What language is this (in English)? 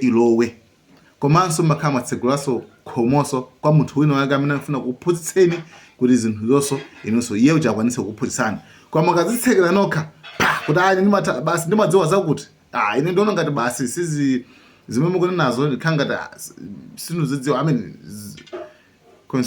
Nyanja